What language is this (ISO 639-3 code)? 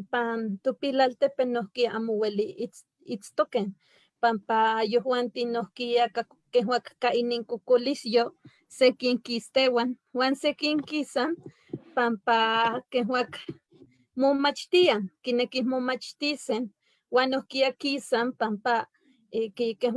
nhe